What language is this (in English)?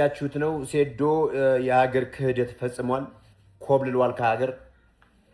Amharic